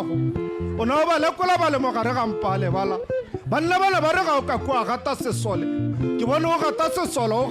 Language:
Tswana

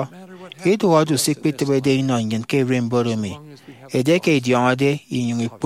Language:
Efik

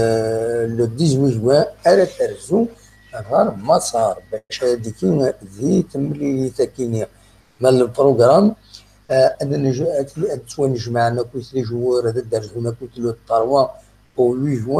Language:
Kabyle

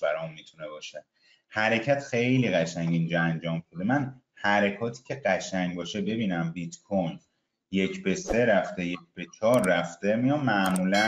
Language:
Persian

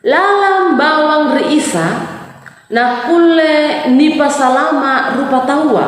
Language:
Makasar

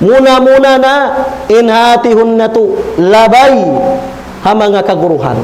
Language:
Tausug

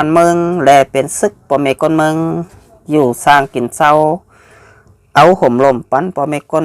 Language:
Shan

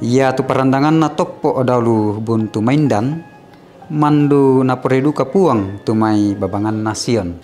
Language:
Toraja-Sa'dan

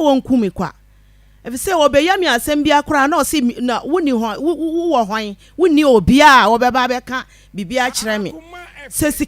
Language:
Akan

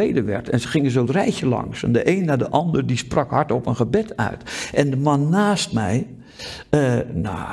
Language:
Dutch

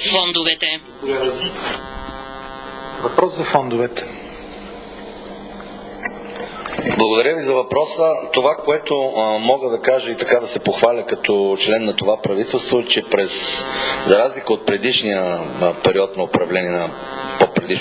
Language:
Bulgarian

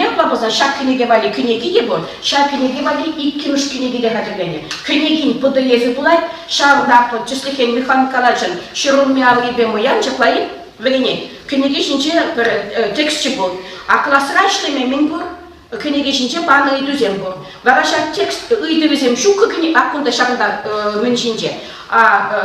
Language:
Chuvash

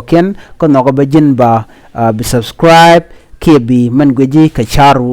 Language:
Nuer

